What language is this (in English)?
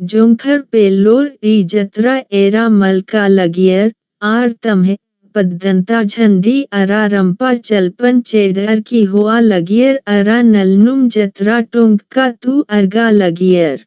Kurukh